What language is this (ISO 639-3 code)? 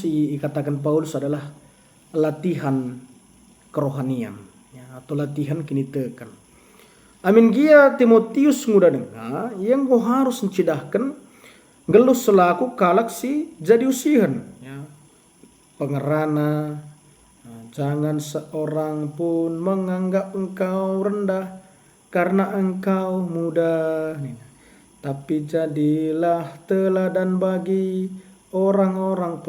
btx